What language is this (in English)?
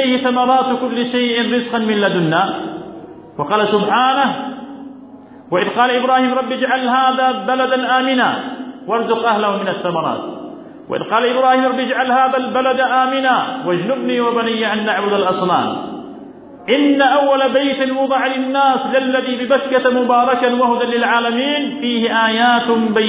Arabic